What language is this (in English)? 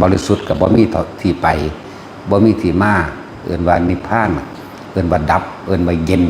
Northeastern Thai